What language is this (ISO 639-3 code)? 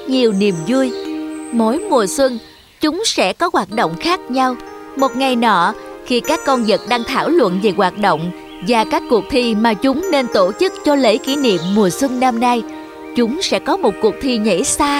vie